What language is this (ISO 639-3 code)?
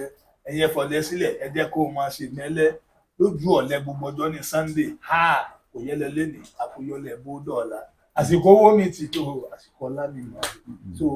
yor